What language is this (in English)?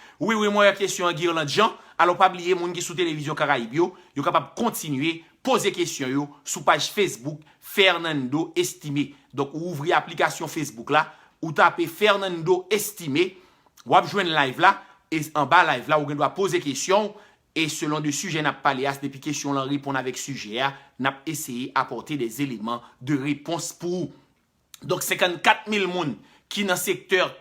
Haitian Creole